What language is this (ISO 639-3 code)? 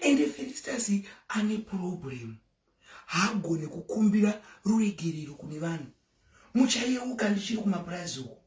sna